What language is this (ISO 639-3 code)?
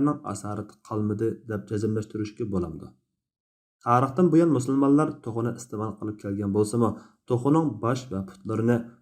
uig